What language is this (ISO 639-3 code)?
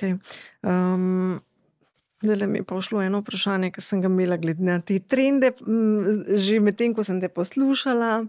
slv